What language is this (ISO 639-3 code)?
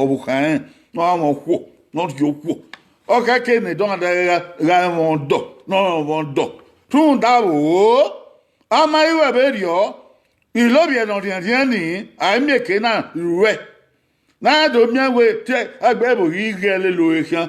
bin